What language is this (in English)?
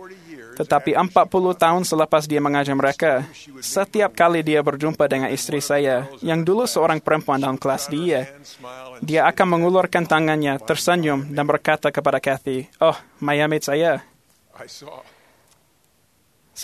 Malay